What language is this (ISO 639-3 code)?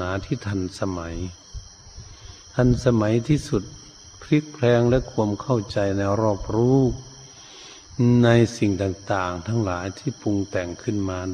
tha